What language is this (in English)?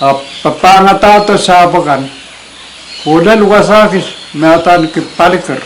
Pohnpeian